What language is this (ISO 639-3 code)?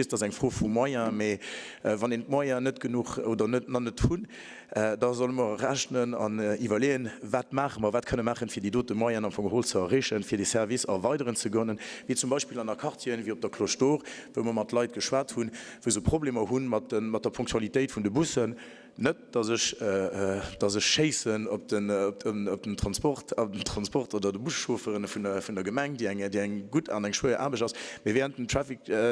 ltz